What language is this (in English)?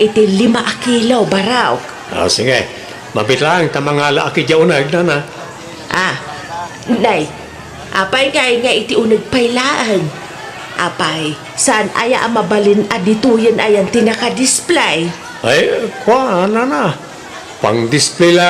Iloko